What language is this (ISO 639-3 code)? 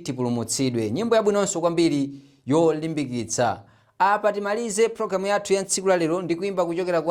nya